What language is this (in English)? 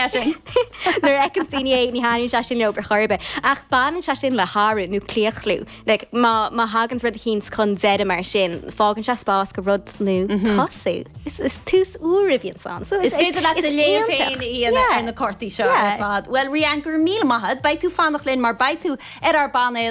Irish